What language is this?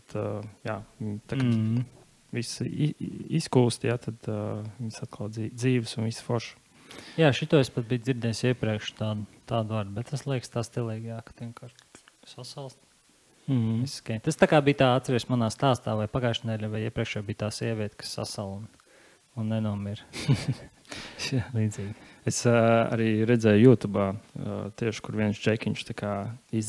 Latvian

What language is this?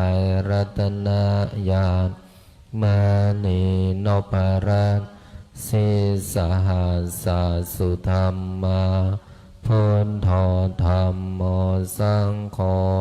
Pali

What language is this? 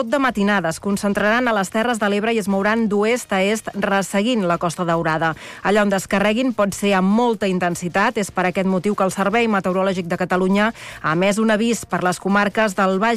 Catalan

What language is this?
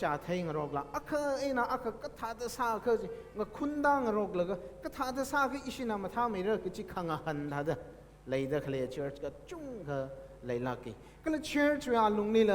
Tangkhul Naga (India)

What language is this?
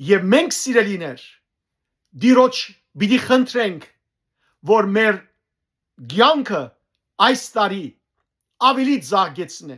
Western Armenian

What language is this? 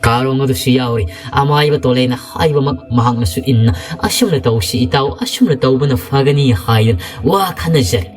Manipuri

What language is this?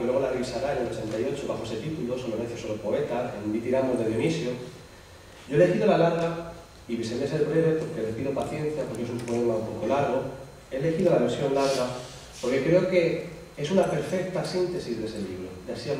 Spanish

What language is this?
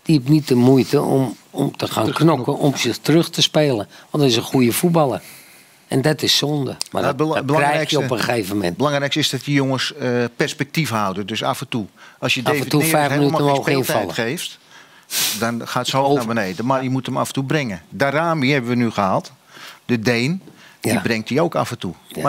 Dutch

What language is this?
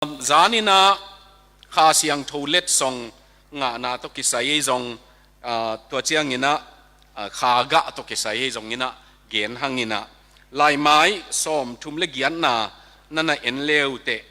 Tedim Chin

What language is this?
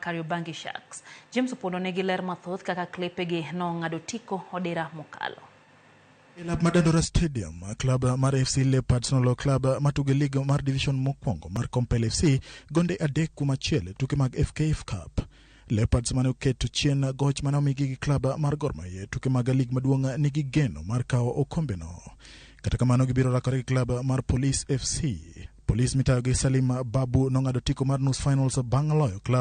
Luo (Kenya and Tanzania)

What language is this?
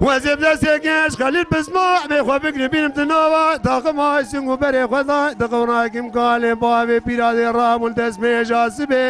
Kurdish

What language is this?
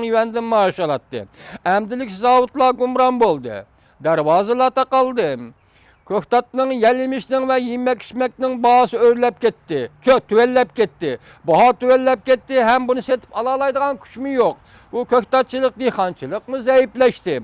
Uyghur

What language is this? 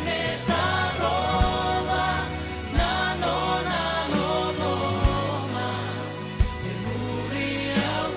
Fijian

